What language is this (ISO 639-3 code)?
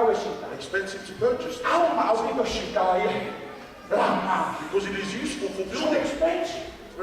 ton